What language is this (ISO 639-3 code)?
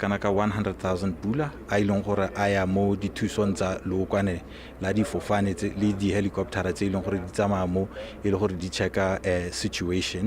tsn